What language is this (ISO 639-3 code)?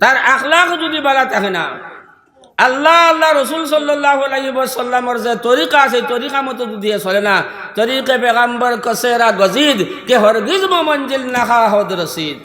syl